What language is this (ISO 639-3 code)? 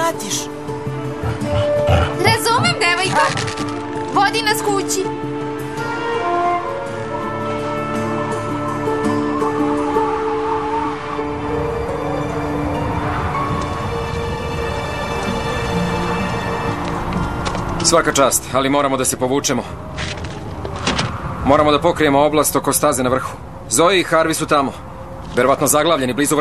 srp